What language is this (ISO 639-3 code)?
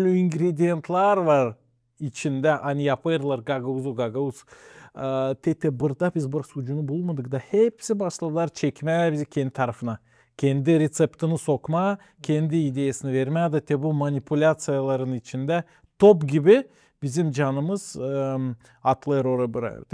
gag